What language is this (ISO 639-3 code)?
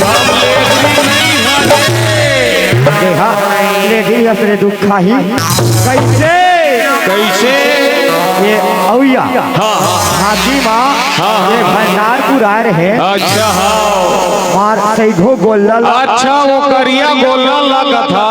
hne